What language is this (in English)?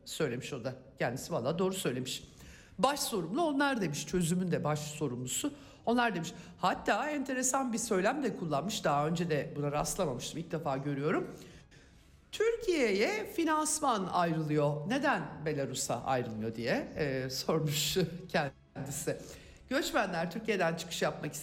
Turkish